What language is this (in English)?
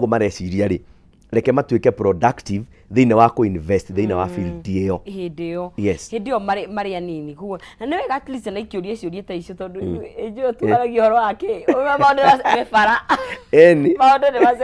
Kikuyu